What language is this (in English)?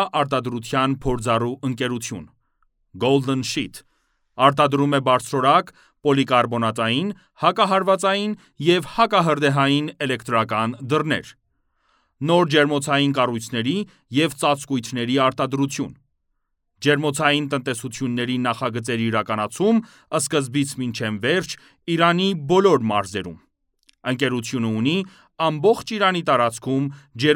Armenian